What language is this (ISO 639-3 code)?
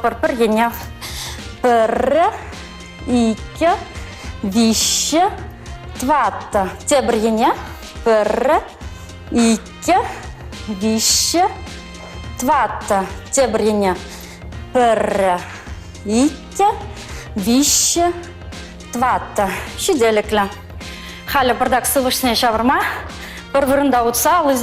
chv